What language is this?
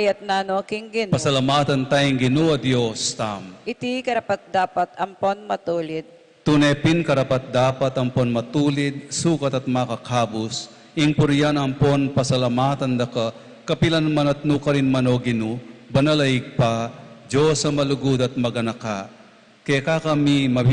Pampanga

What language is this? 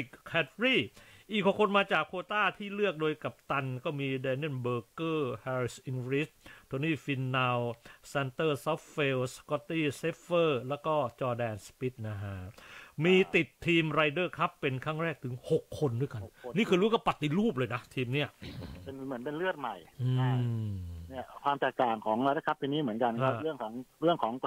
Thai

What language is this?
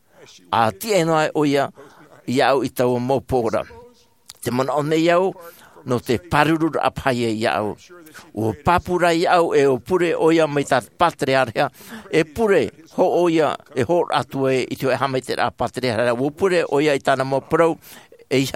Tahitian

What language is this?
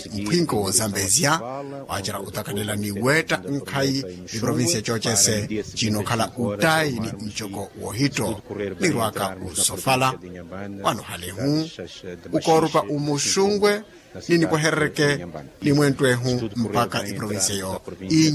Makhuwa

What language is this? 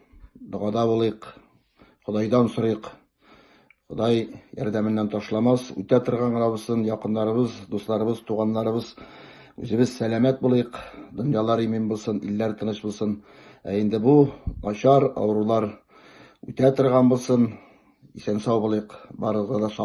Tatar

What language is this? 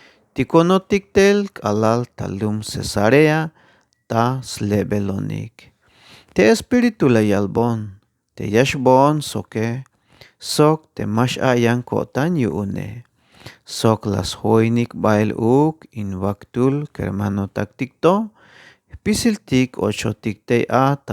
Tzeltal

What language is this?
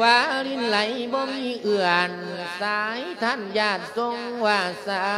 Lao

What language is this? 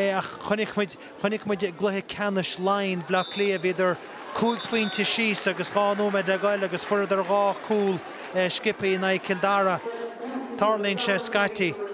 Irish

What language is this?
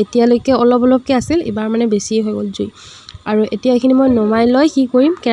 Assamese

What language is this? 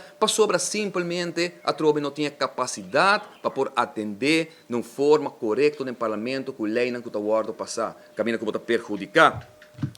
Papiamento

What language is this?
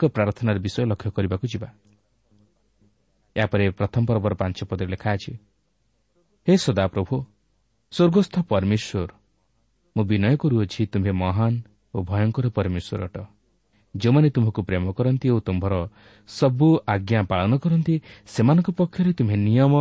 Odia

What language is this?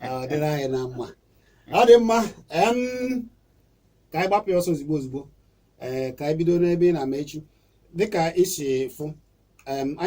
Igbo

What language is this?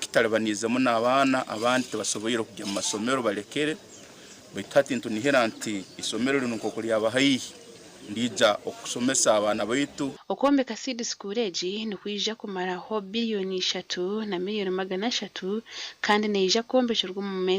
Nyankole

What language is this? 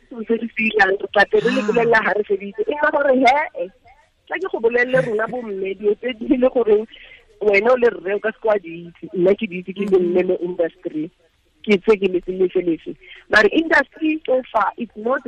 Tswana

